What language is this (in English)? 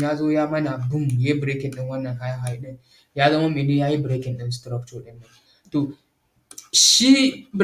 Hausa